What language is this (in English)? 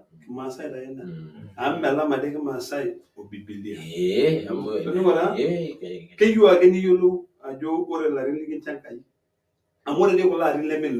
Masai